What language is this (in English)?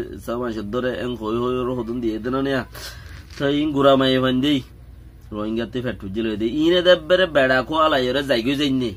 Rohingya